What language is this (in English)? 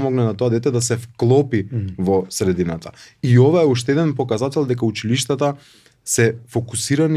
Macedonian